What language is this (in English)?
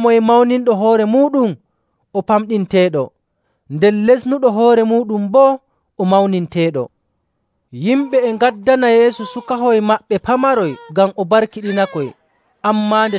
Nigerian Fulfulde